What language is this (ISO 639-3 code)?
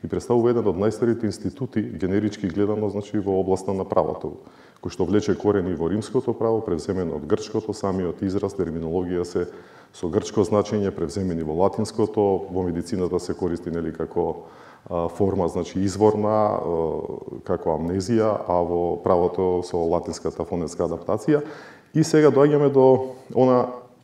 mkd